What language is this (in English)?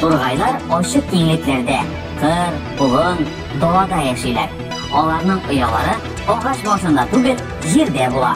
Tatar